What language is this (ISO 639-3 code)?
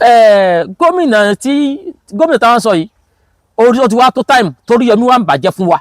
yor